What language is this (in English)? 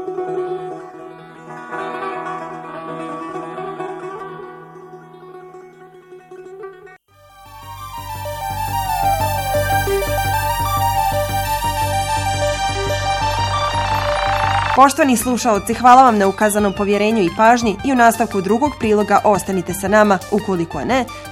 Bosnian